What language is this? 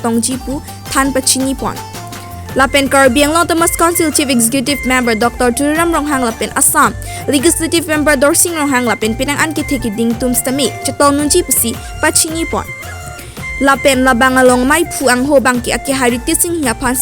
Karbi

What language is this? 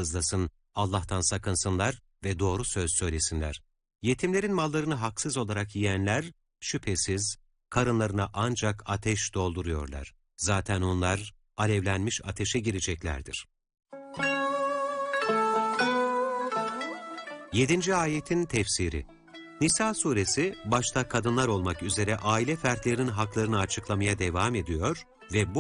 Turkish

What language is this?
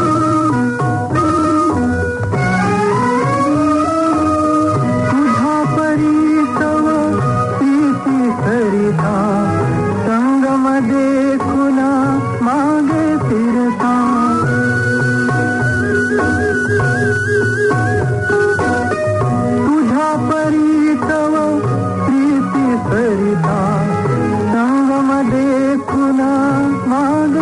Marathi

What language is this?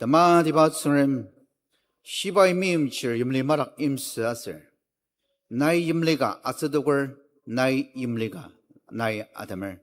Ao Naga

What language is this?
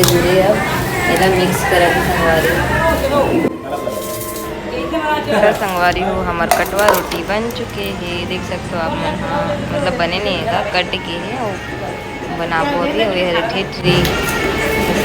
Chhattisgarhi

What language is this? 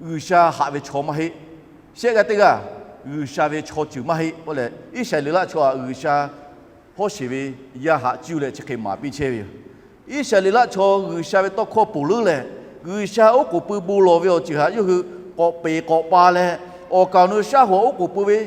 Lahu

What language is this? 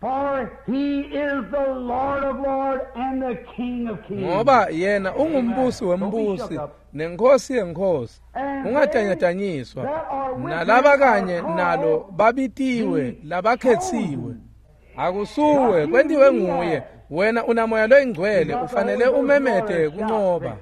Swati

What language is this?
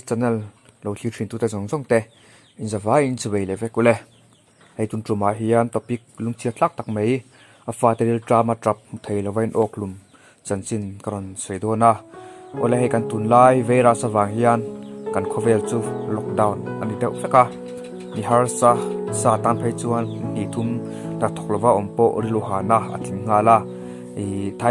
Mizo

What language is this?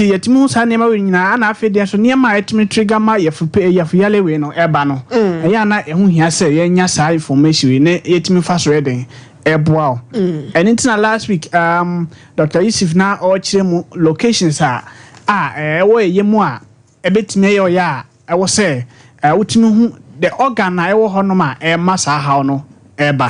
Akan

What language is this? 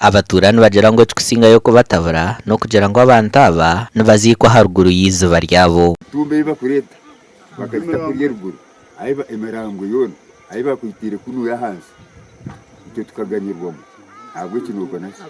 Nyankole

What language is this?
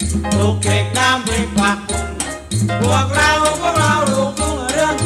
Thai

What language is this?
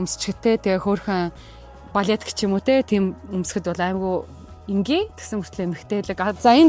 Mongolian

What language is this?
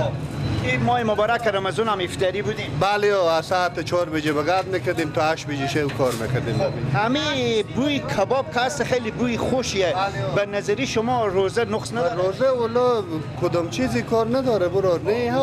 Persian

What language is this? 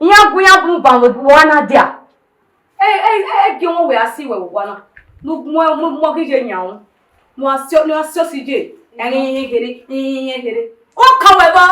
Bini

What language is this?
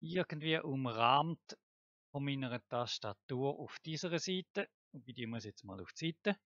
Swiss German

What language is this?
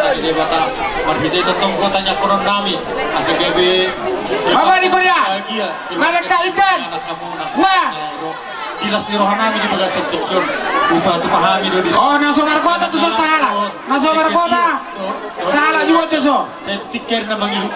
Batak Toba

